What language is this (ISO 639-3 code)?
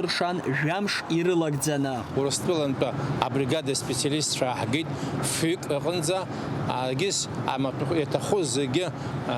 abk